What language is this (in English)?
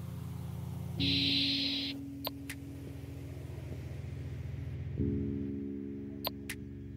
Malayalam